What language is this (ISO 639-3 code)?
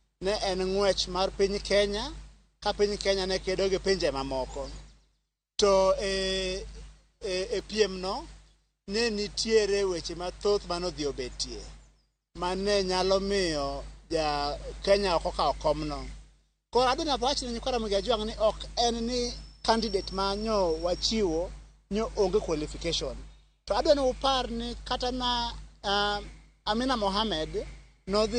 luo